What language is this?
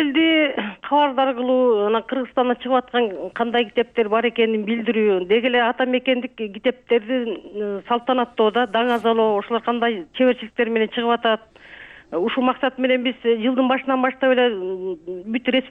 Kyrgyz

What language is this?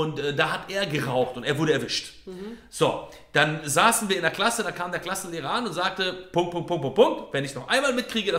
German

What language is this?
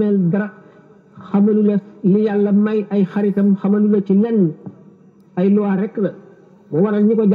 Wolof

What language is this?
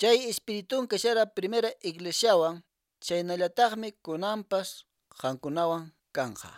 Quechua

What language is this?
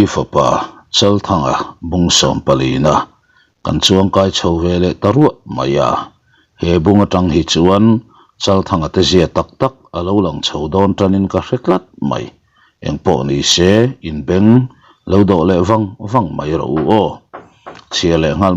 Mizo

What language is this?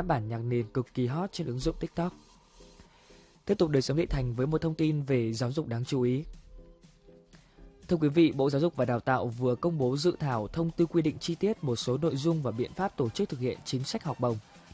Vietnamese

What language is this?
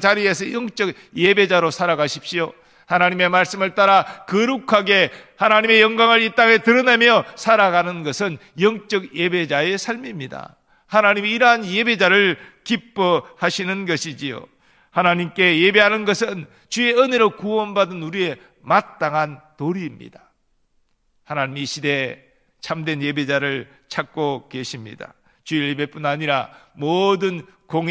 Korean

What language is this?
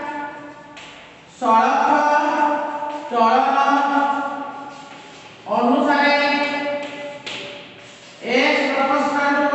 Odia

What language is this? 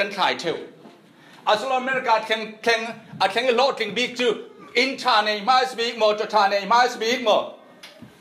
Falam Chin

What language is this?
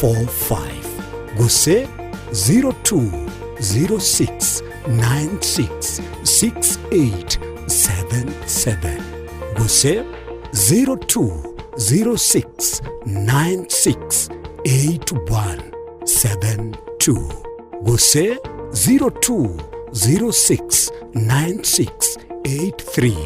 Gusii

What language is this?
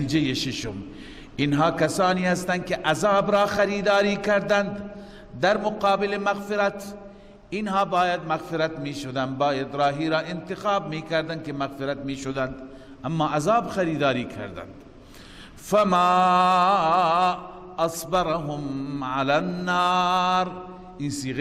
Persian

